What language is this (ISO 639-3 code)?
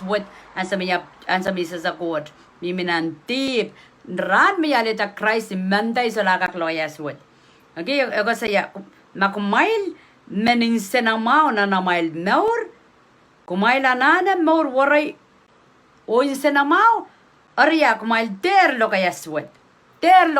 pon